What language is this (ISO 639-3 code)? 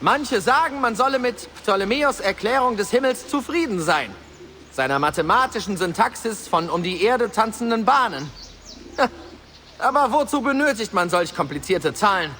bar